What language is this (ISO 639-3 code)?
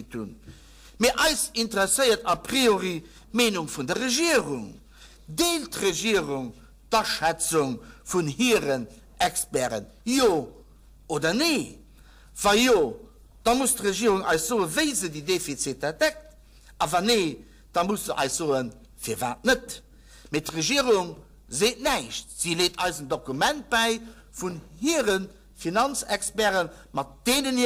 ltz